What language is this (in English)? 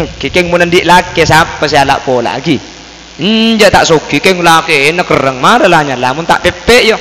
Madurese